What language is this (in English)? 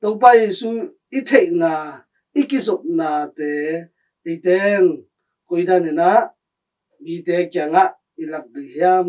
Tedim Chin